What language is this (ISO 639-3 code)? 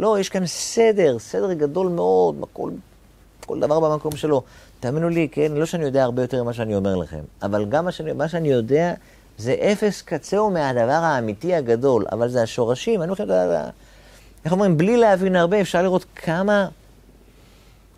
heb